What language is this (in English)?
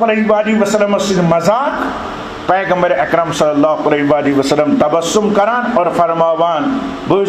Kashmiri